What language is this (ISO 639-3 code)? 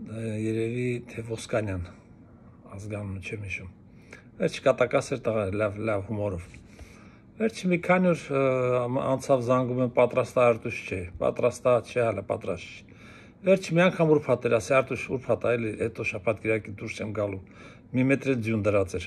hye